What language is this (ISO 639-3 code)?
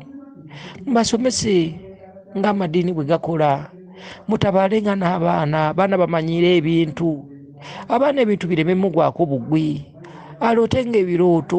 lug